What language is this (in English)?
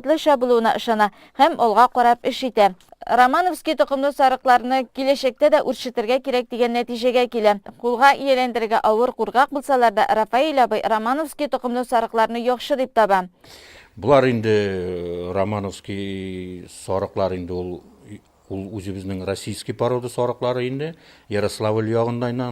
Tatar